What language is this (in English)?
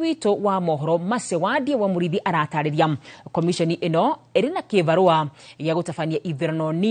Kikuyu